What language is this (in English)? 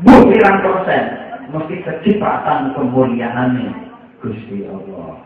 Javanese